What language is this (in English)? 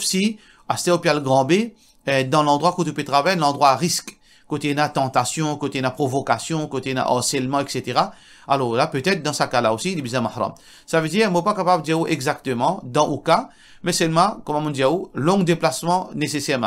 Morisyen